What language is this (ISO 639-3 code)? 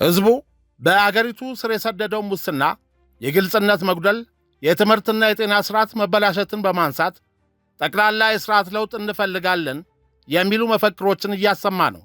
amh